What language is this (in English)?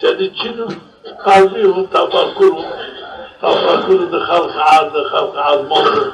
Zaza